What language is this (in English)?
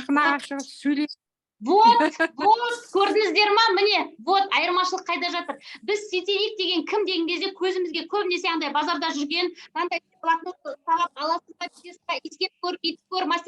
Kazakh